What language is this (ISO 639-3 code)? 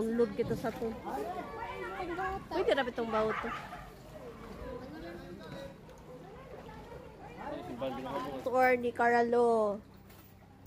ceb